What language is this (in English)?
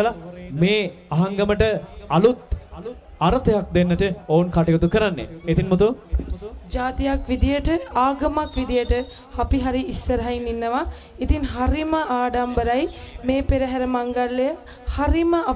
Sinhala